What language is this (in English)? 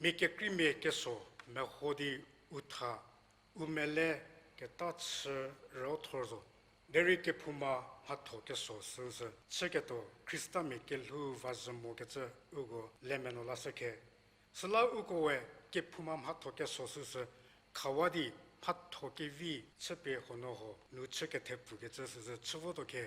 Angami Naga